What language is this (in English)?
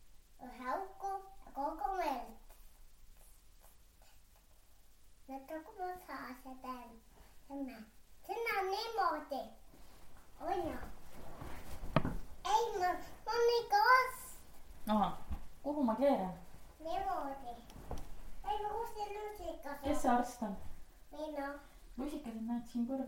Estonian